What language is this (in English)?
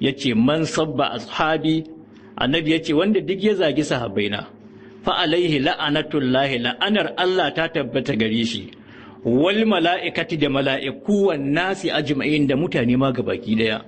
Hausa